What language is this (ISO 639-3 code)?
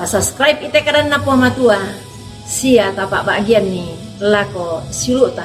sda